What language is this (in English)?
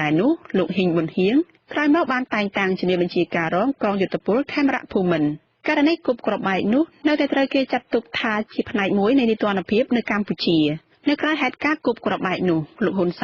Khmer